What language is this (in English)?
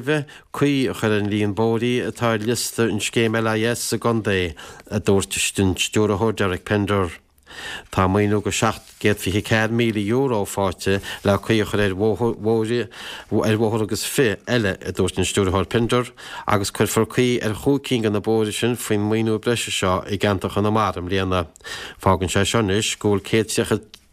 Irish